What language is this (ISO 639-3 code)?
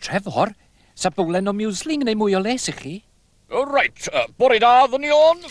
cym